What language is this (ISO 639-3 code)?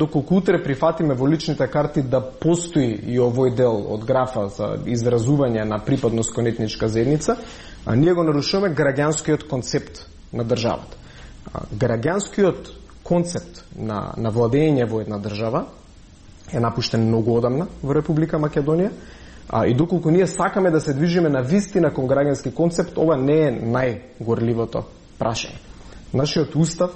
mkd